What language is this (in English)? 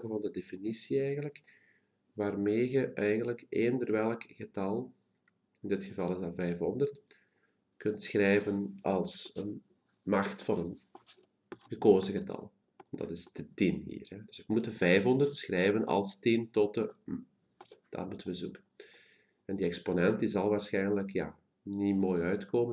Dutch